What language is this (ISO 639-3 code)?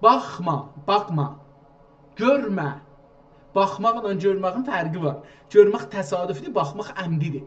azb